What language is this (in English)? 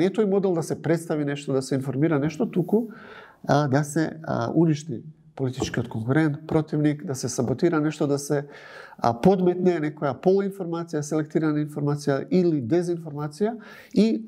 Macedonian